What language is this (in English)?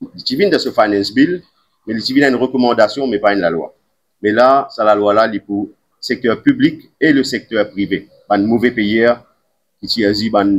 Morisyen